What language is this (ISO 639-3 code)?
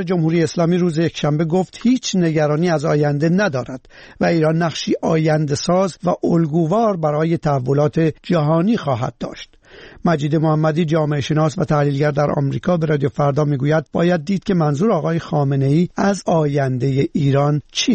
fas